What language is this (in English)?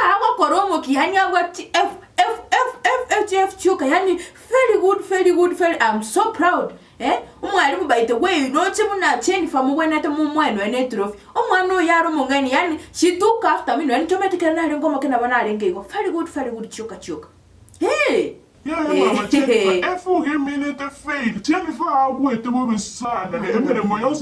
Gusii